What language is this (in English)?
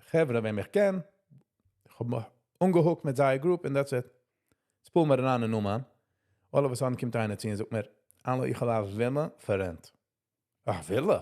Yiddish